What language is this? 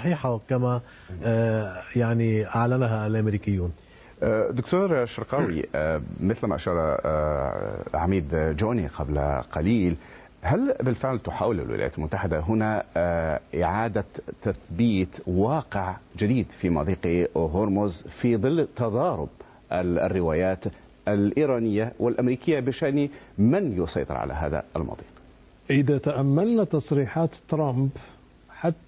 Arabic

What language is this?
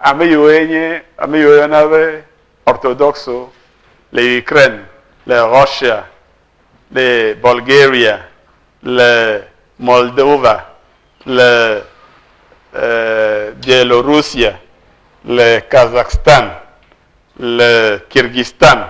Ewe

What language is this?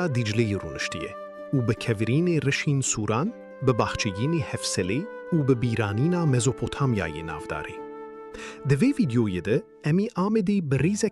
Kurdish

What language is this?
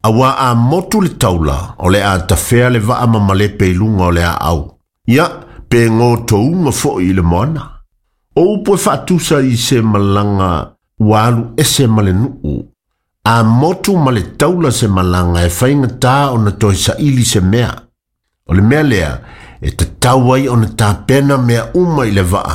Samoan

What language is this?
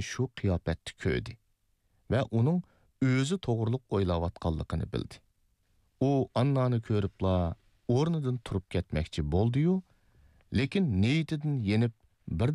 Uyghur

